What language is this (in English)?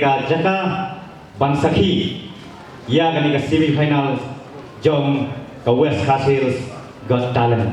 Khasi